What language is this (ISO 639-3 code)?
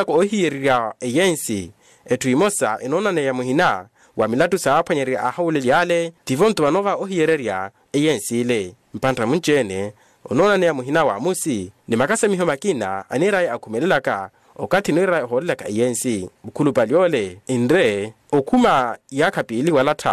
vmw